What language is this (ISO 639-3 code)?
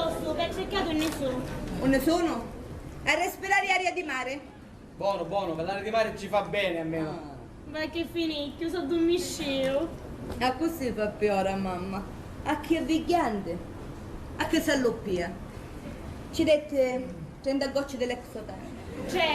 scn